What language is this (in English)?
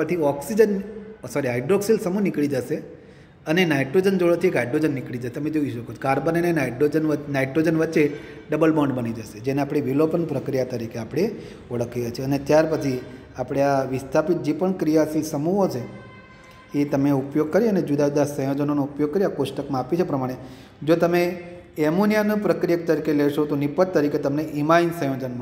Gujarati